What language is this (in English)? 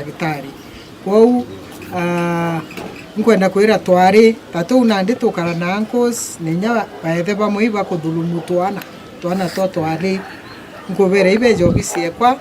Meru